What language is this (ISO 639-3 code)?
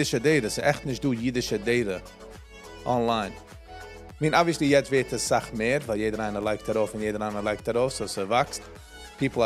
yid